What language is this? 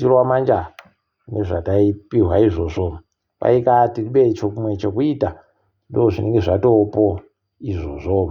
Ndau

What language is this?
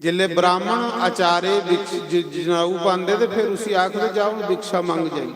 Dogri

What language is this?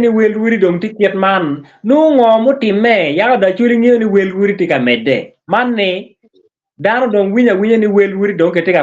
Acoli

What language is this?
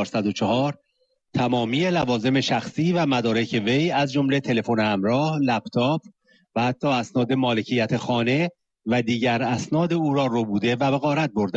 Persian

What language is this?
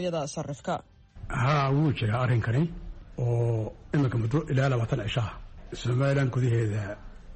Somali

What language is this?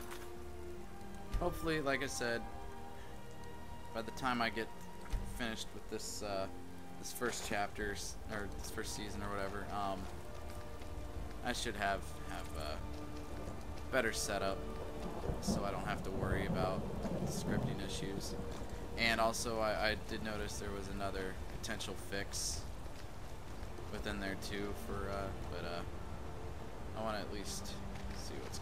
English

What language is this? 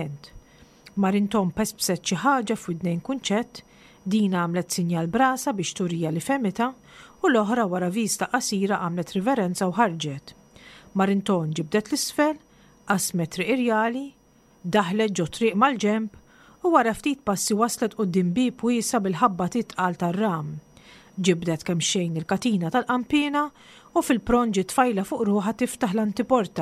Maltese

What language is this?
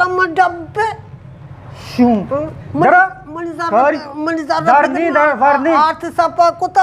Baluchi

